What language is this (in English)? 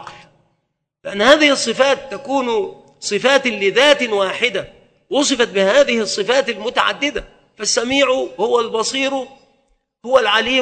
Arabic